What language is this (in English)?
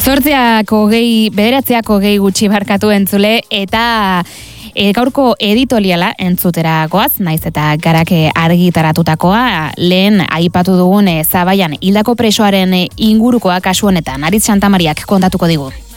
Basque